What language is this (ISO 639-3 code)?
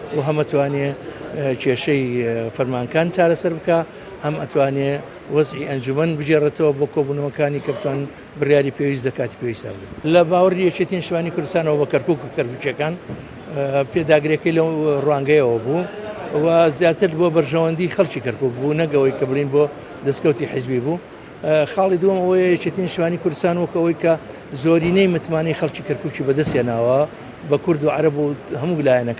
ckb